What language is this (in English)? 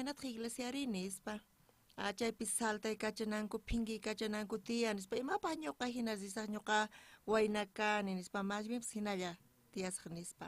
South Bolivian Quechua